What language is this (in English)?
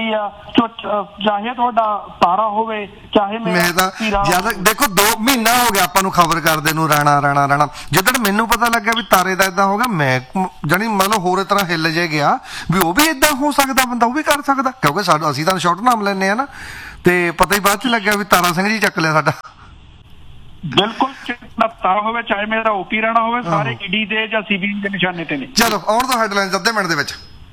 Punjabi